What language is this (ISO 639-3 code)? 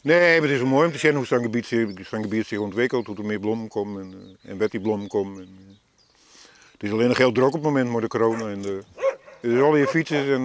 fry